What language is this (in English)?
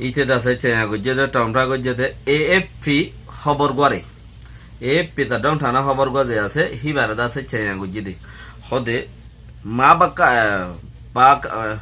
Rohingya